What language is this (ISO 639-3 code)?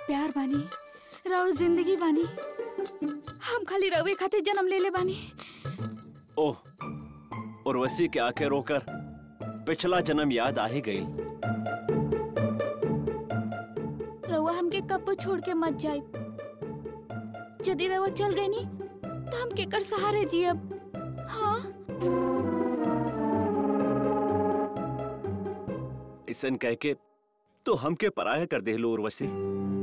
bho